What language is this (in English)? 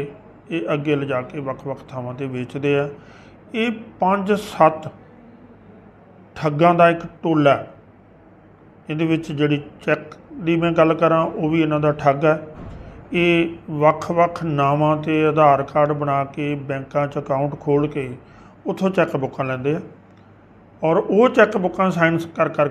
Punjabi